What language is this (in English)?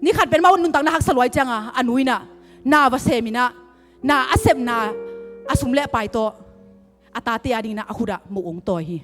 Tedim Chin